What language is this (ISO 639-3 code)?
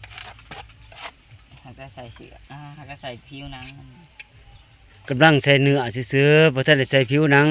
lao